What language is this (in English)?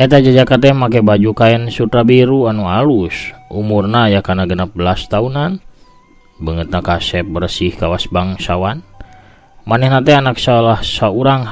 Sundanese